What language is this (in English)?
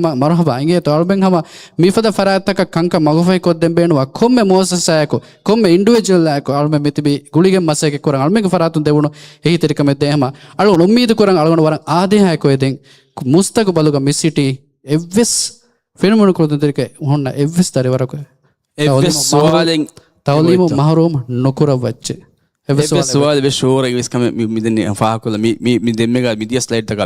Divehi